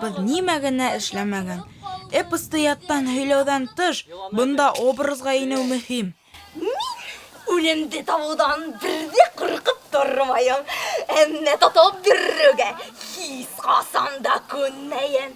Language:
Bashkir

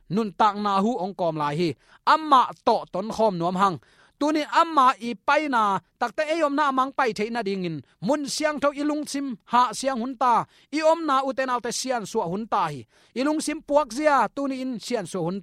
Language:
Tedim Chin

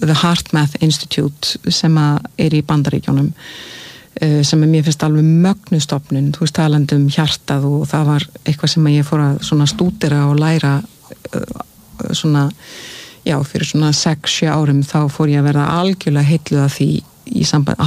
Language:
Icelandic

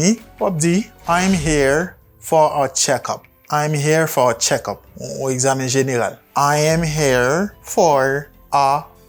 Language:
Haitian Creole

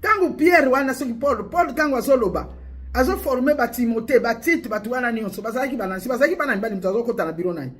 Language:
Lingala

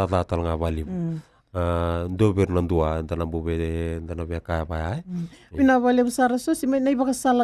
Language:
Fijian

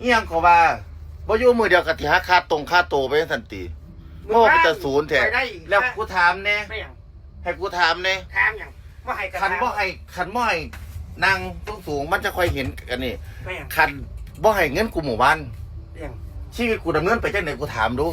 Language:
Northeastern Thai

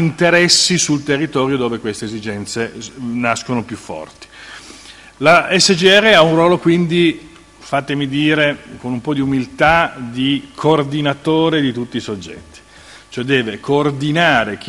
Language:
Italian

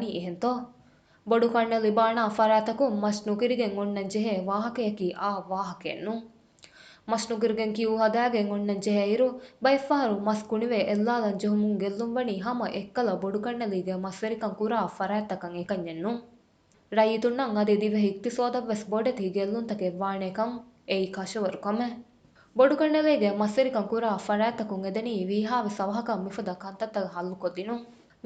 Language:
Divehi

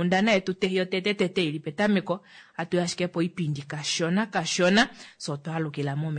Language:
Kuanyama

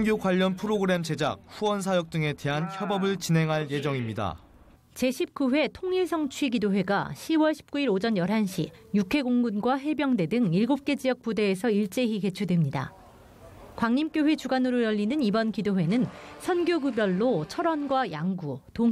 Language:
Korean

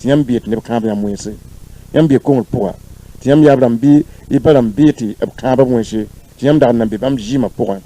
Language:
Mossi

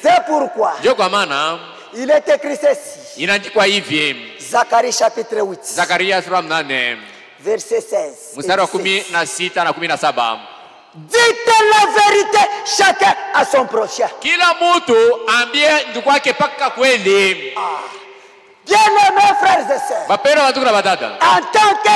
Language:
Swahili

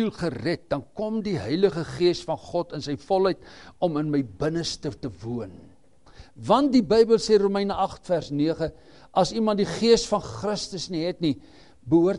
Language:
Afrikaans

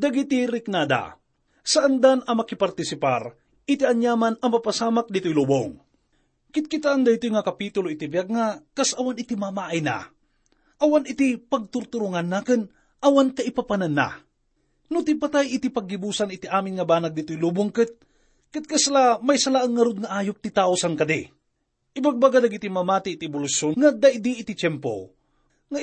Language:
Iloko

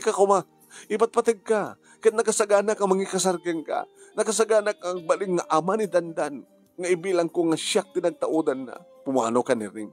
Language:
Iloko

